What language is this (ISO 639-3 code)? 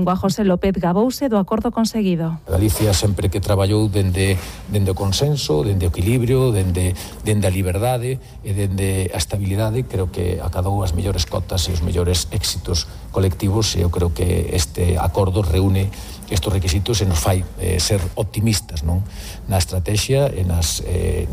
glg